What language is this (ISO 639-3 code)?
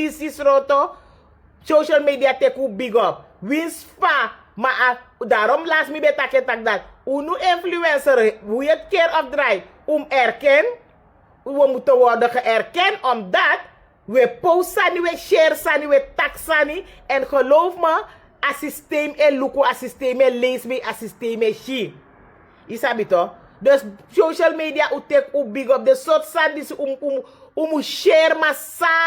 srn